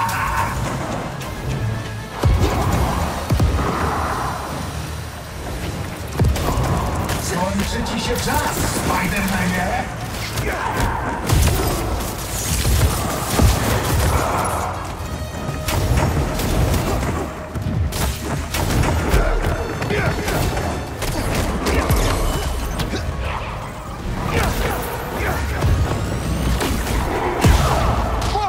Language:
Polish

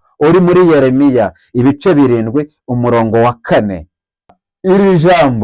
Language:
Kinyarwanda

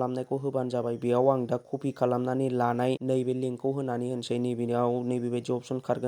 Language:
Bodo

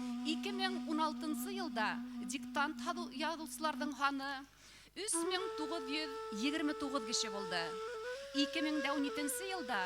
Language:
Bashkir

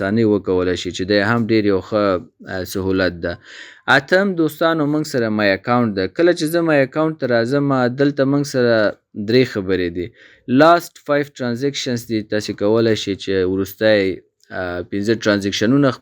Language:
Pashto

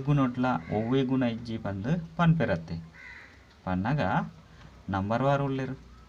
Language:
Tulu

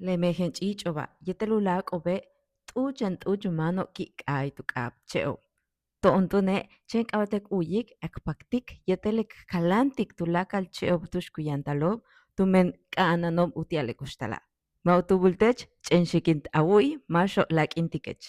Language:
Yucateco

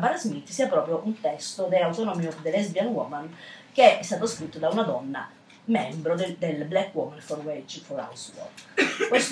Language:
Italian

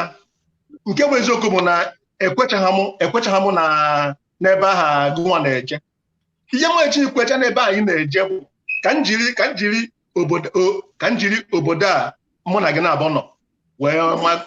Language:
Igbo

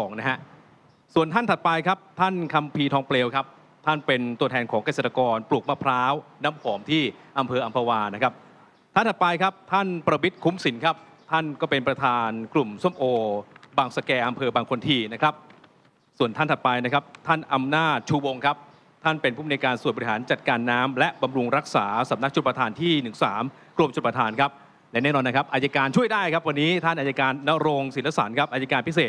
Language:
Thai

